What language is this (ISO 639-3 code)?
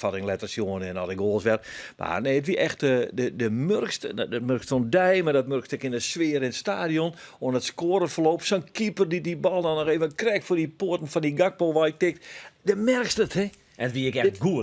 fry